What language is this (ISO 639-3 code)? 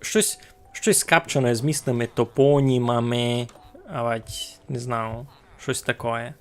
rue